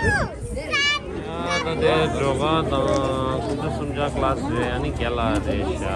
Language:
Tibetan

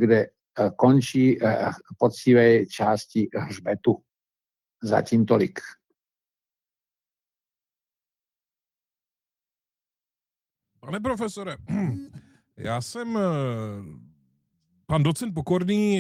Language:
Czech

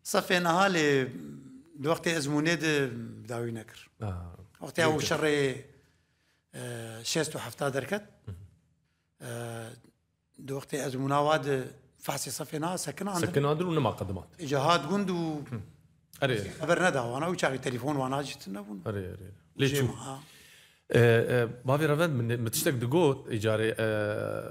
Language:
Kurdish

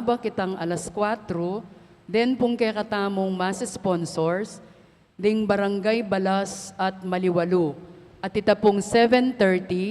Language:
Pampanga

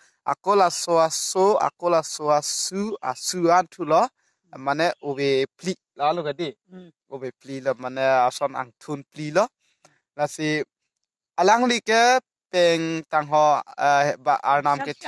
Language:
Karbi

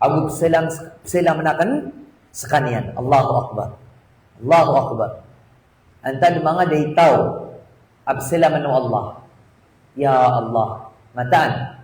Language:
Maranao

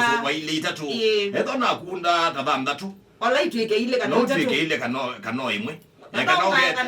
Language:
Kamba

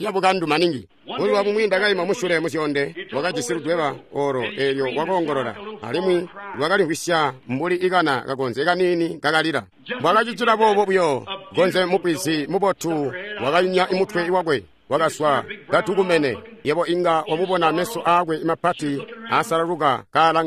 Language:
Tonga (Zambia)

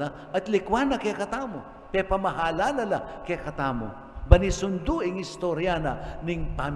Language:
Pampanga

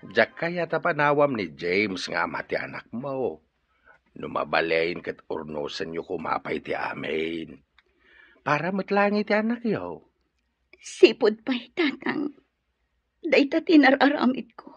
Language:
Iloko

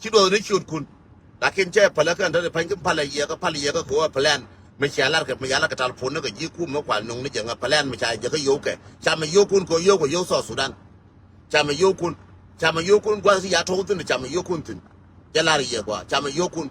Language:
Nuer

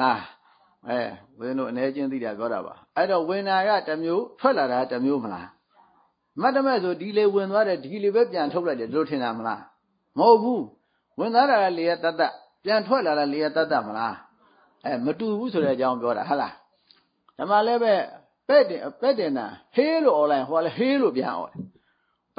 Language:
Burmese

